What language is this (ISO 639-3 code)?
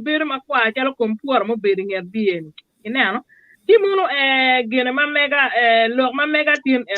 ach